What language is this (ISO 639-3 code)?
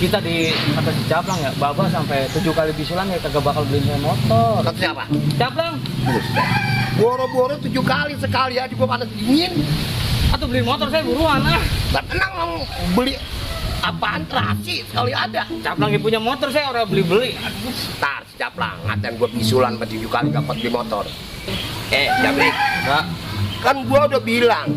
bew